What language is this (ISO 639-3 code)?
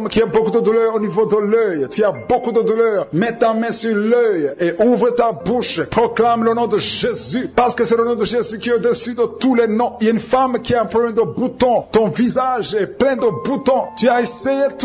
fra